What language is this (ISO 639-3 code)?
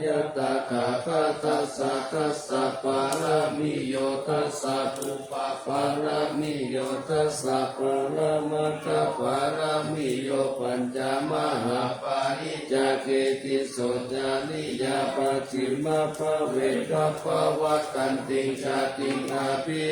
pli